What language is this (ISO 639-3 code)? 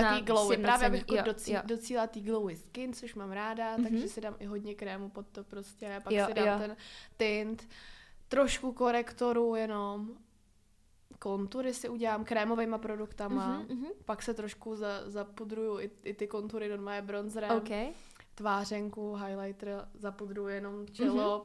ces